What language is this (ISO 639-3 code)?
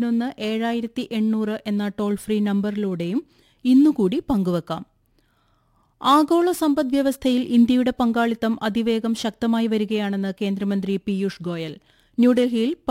mal